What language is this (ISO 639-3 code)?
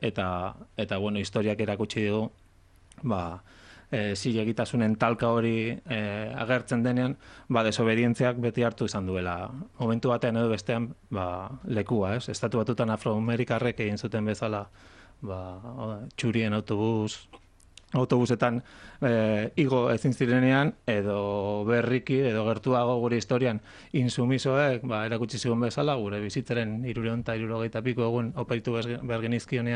eus